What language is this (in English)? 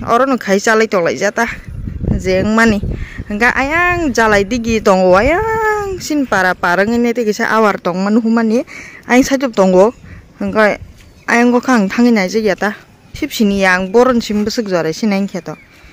Kok Borok